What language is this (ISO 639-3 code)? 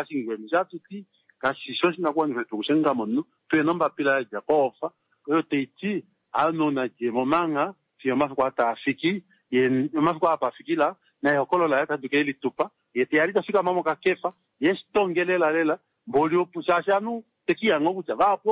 kua